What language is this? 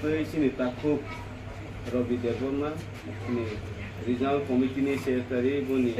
Kok Borok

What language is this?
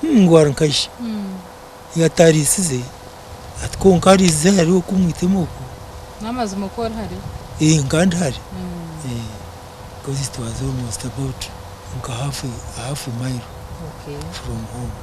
Nyankole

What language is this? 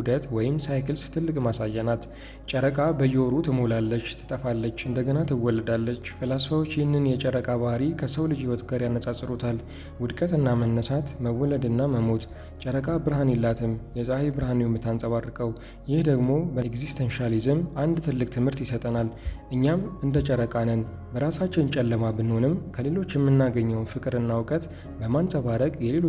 Amharic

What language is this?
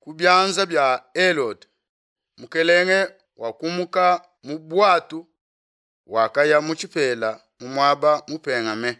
Luba-Lulua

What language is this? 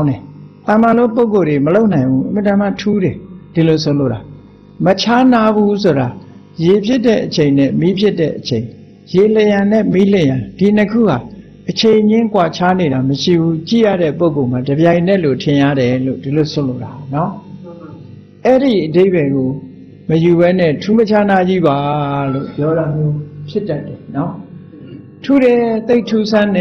Burmese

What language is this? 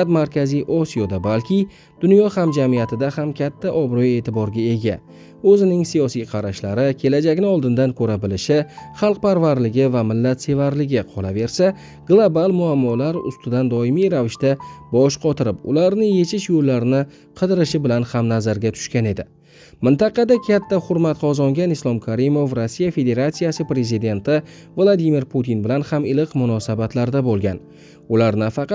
Uzbek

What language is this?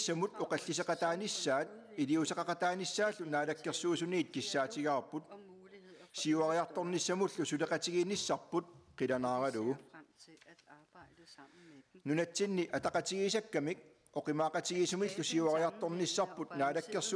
Kalaallisut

